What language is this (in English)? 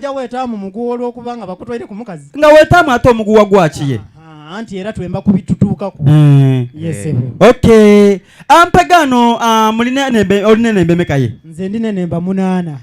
Soga